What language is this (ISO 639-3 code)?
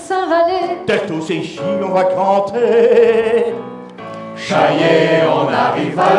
pcd